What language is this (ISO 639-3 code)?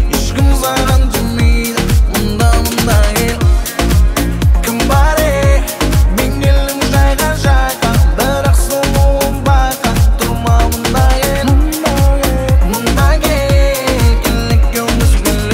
kaz